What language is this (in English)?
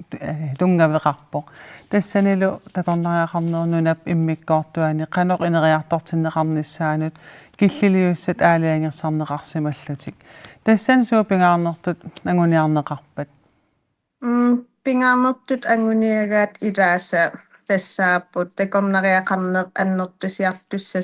Kalaallisut